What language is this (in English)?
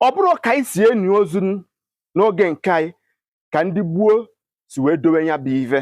Igbo